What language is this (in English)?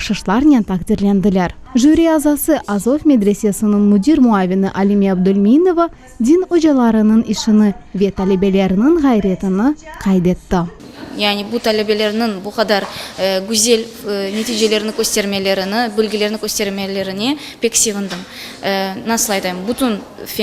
Crimean Tatar